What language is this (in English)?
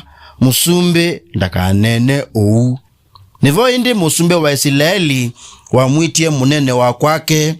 Kamba